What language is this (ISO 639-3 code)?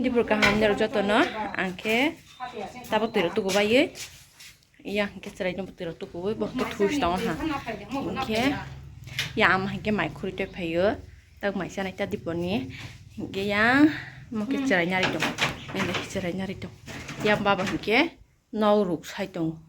trp